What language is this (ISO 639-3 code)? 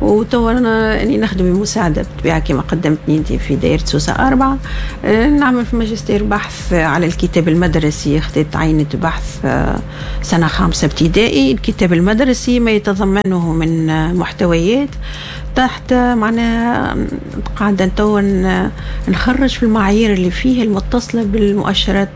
aeb